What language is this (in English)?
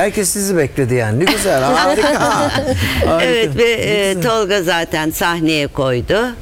Turkish